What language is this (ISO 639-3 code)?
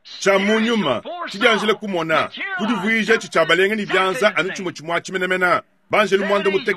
lua